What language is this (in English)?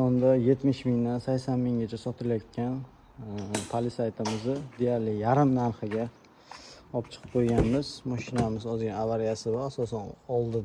Uzbek